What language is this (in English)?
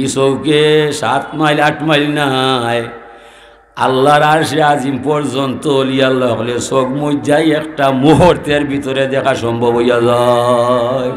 Sylheti